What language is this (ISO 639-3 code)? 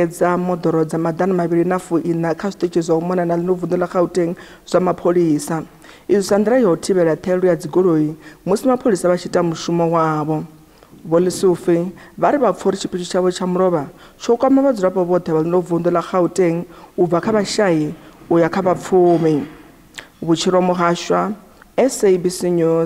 ven